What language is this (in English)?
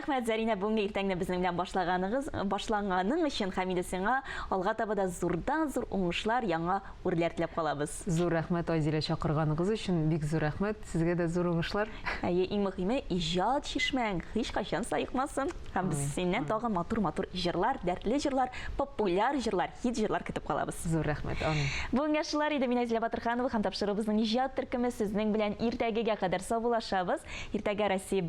Tatar